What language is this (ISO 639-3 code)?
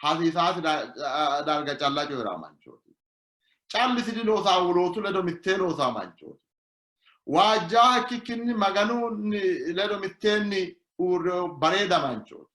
sid